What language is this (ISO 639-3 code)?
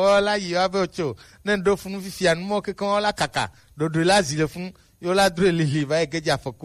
gej